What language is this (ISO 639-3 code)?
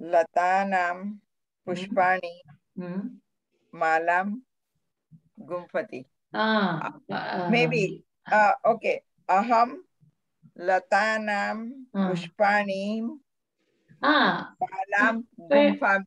san